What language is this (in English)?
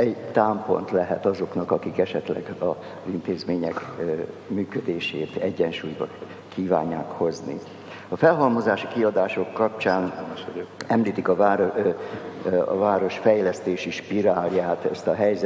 Hungarian